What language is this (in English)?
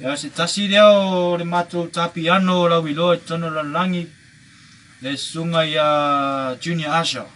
Samoan